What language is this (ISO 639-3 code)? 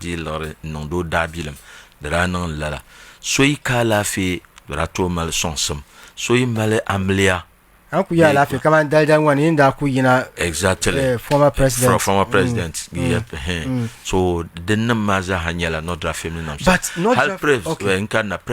dag